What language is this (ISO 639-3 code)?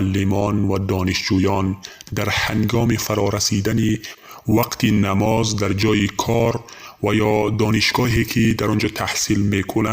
tgk